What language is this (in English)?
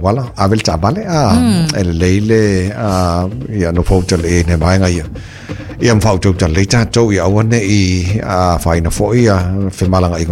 Samoan